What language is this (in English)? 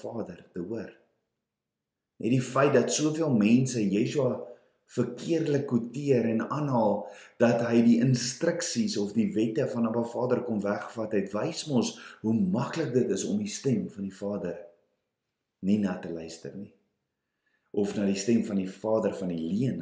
Afrikaans